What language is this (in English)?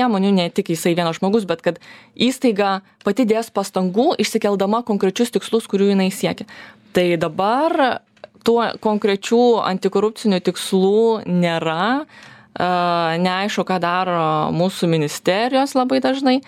Lithuanian